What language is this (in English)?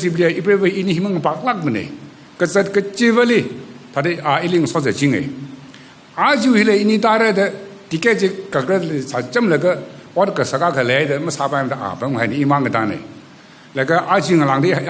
Tangkhul Naga (India)